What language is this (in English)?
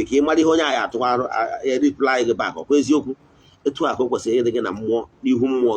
Igbo